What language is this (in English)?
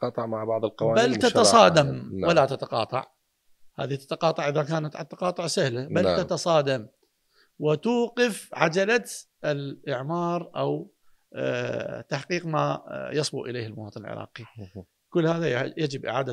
Mesopotamian Arabic